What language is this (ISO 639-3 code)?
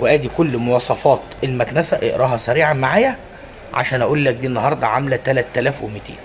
arz